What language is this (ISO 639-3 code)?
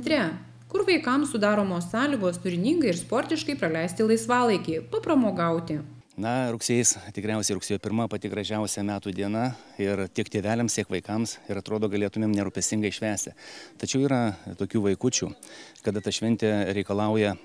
lit